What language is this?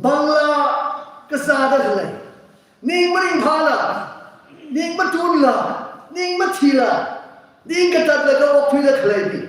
Tangkhul Naga (India)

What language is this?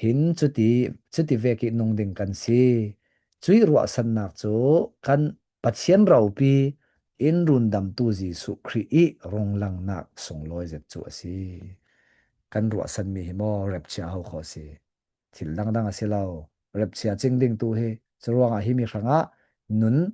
Falam Chin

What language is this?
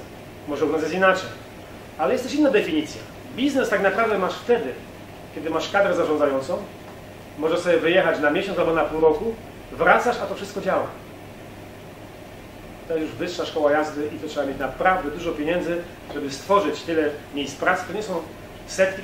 Polish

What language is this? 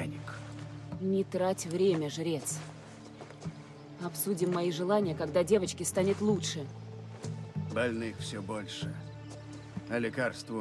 Russian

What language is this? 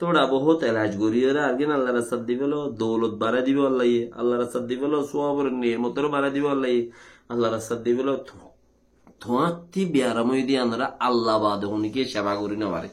Rohingya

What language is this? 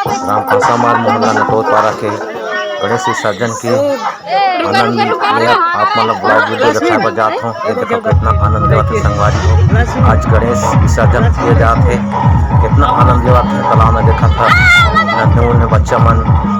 Chhattisgarhi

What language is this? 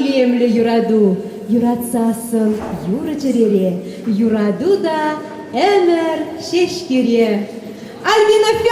Chuvash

